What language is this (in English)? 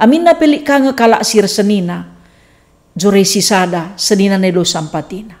Batak Karo